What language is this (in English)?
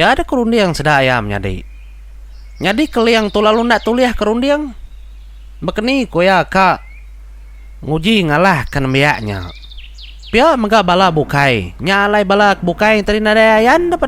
Iban